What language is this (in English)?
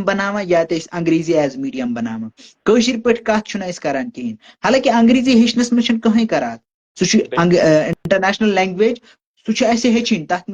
Kashmiri